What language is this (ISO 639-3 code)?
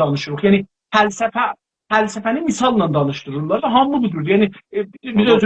azb